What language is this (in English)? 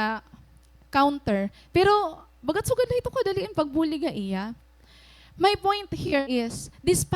Waray